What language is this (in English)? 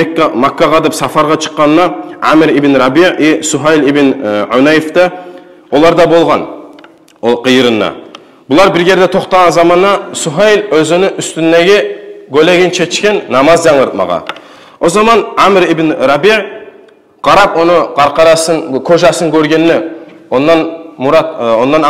Kumyk